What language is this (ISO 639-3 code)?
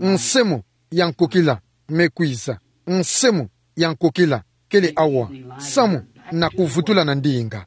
ktu